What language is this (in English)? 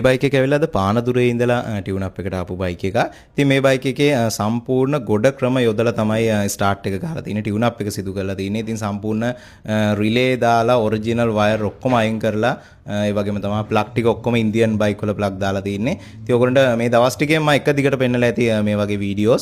Sinhala